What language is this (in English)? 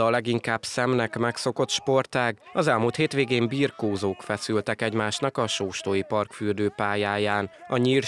Hungarian